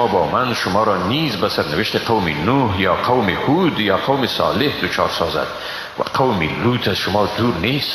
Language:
Persian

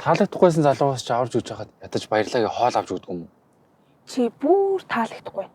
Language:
Mongolian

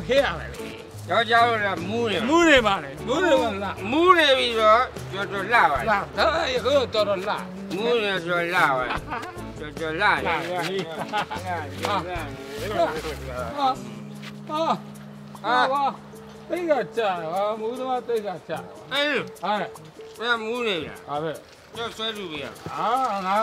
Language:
Burmese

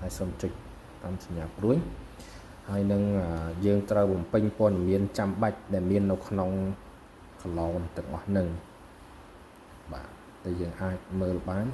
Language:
Khmer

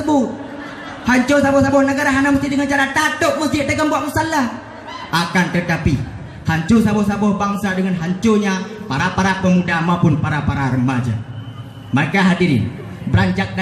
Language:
Achinese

